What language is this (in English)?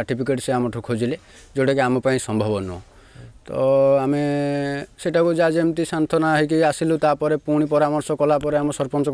Odia